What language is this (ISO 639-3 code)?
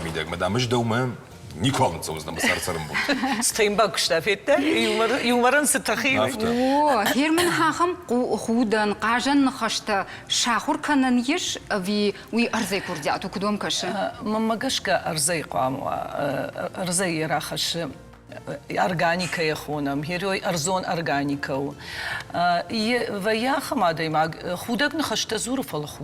oss